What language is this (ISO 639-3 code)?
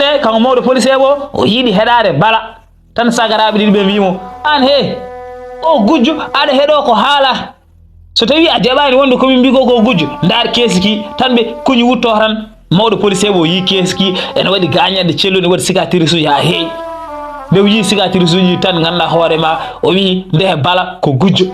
ful